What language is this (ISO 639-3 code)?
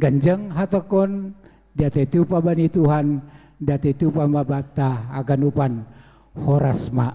bts